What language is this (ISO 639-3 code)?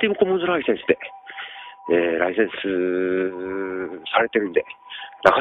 jpn